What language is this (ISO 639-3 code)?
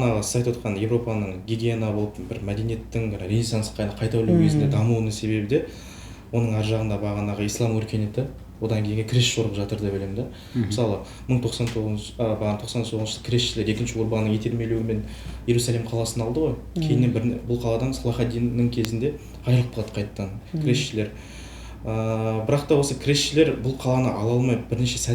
kaz